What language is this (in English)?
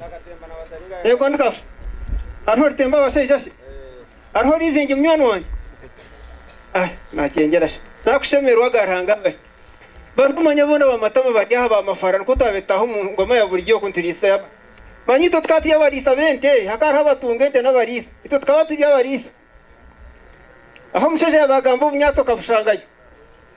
Kinyarwanda